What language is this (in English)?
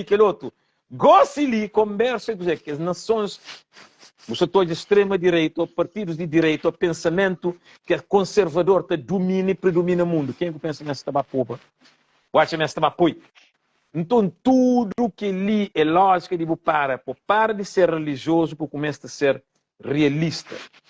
Kabuverdianu